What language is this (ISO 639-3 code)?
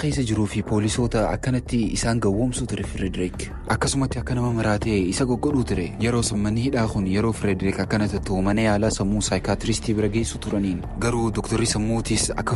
orm